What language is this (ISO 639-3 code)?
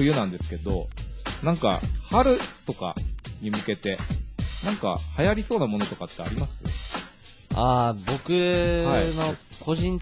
jpn